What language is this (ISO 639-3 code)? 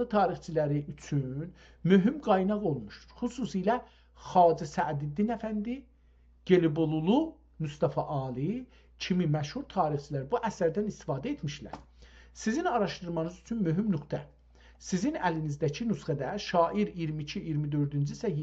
azb